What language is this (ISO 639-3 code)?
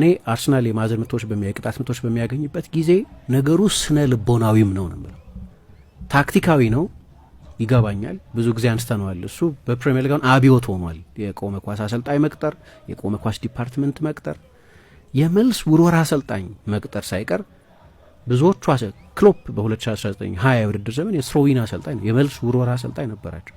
amh